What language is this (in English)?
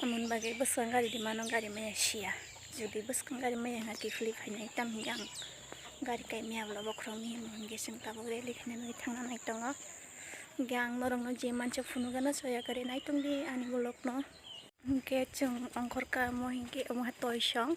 Kok Borok